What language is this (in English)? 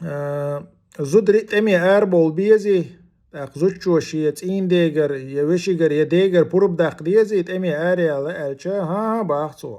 Chechen